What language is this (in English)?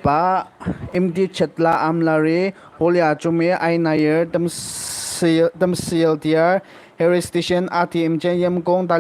Naga Pidgin